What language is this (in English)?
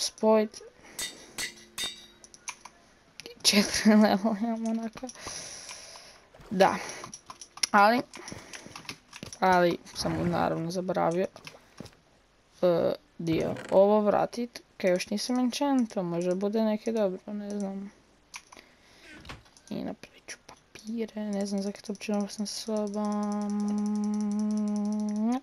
Croatian